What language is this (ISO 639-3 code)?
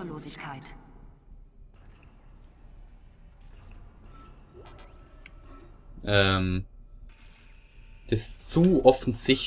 deu